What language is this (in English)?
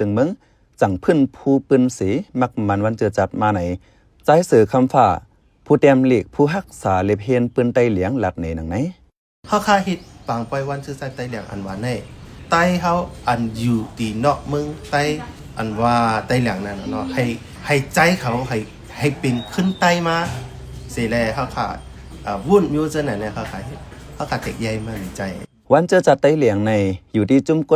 Shan